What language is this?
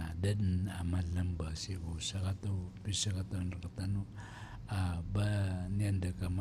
Maranao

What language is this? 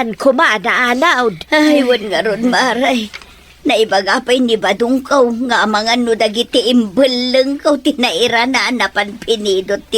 Iloko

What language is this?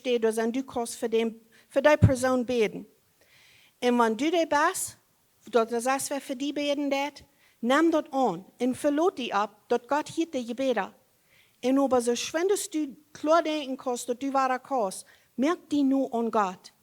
Plautdietsch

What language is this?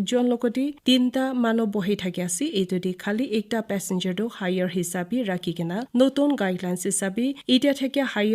Naga Pidgin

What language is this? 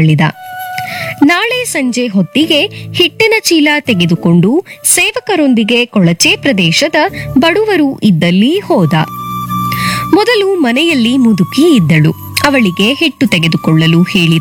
Kannada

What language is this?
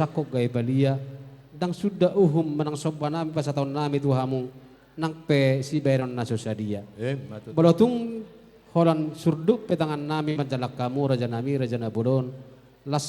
Batak Toba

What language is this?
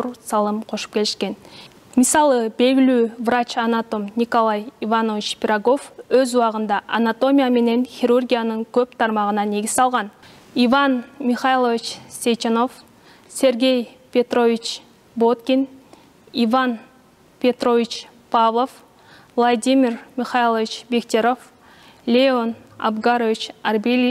Kyrgyz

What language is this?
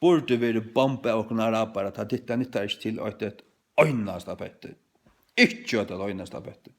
Faroese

